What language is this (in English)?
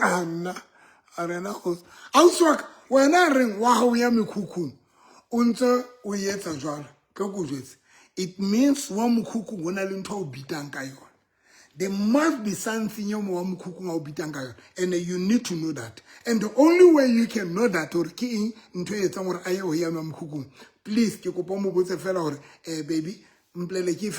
Southern Sotho